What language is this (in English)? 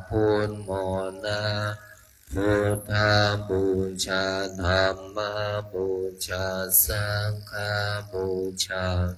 Pali